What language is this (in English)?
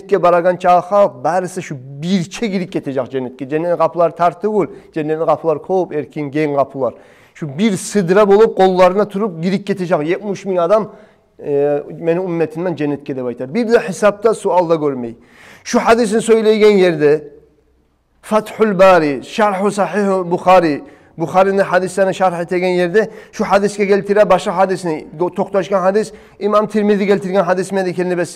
Kumyk